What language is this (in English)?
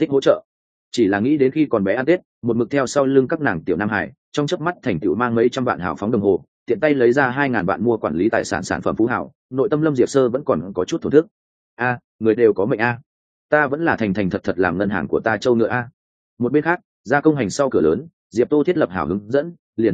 Vietnamese